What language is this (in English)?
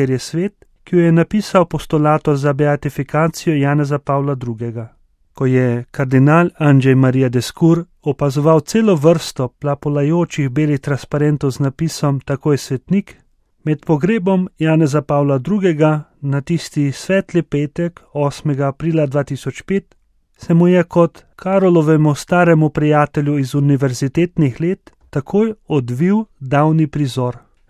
Slovenian